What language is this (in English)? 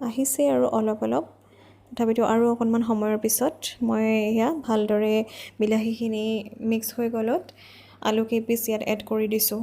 Assamese